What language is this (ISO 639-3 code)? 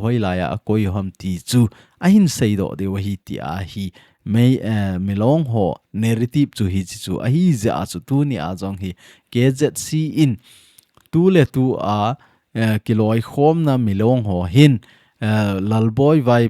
tcz